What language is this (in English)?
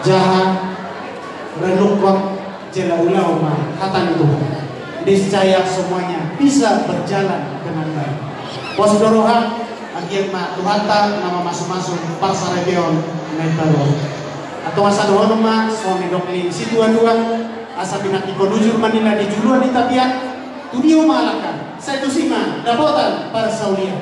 Batak Toba